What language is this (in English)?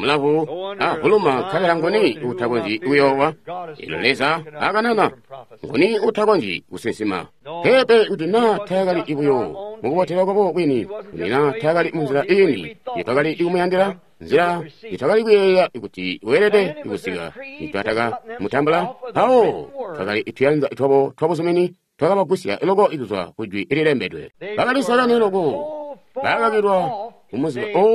Tonga (Zambia)